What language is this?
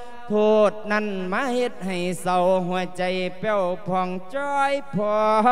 Lao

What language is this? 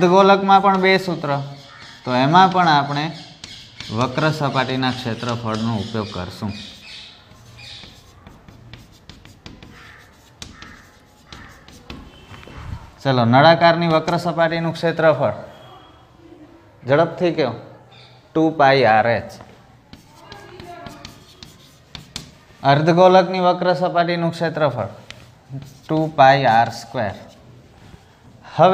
Gujarati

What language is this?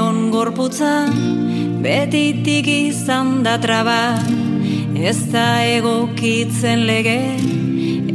Basque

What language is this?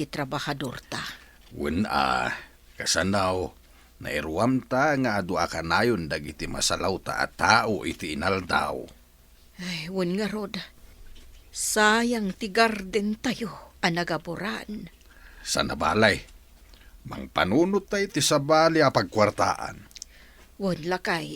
Iloko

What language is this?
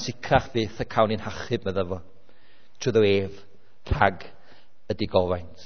Welsh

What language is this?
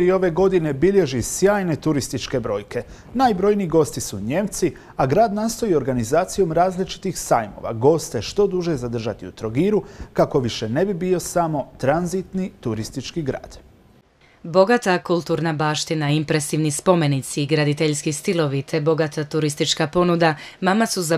Croatian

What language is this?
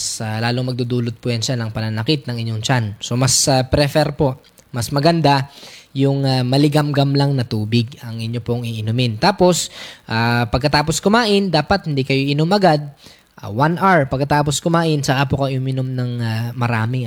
Filipino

